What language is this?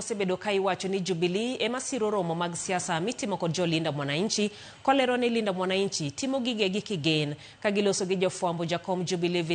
Luo (Kenya and Tanzania)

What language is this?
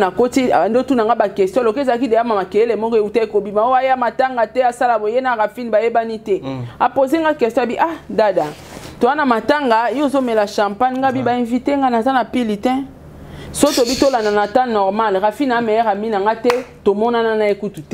Lingala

